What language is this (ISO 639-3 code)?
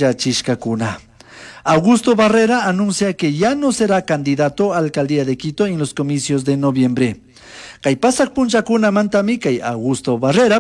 qug